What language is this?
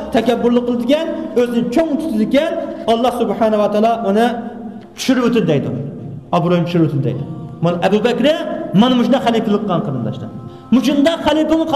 Uyghur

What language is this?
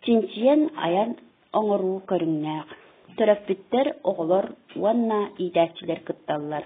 Yakut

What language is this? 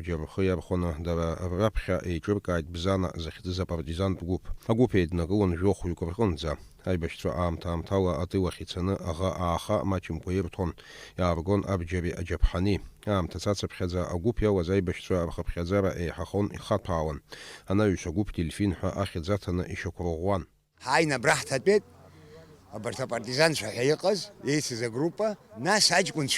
Abkhazian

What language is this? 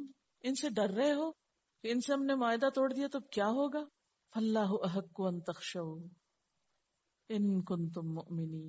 Urdu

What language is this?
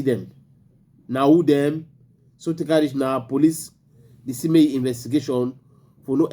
Cameroon Pidgin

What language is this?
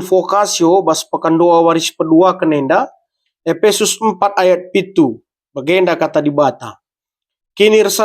Batak Karo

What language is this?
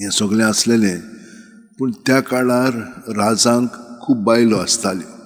Konkani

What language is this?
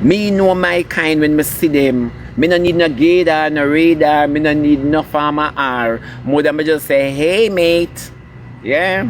Jamaican Creole English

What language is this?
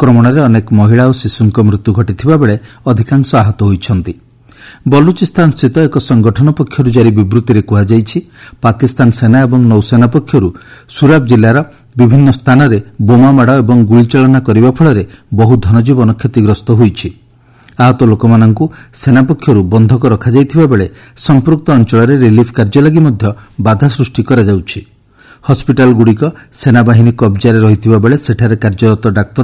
Odia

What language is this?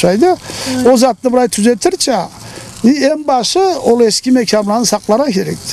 Karachay-Balkar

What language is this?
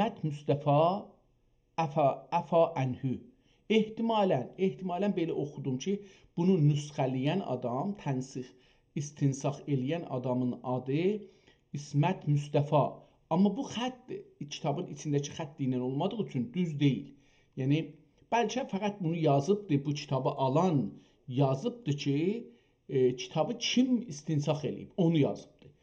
South Azerbaijani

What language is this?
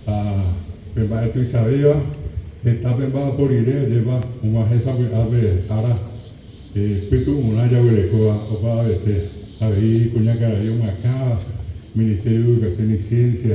Guarani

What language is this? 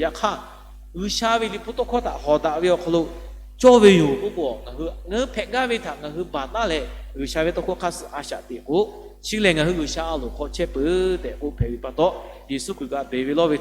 Lahu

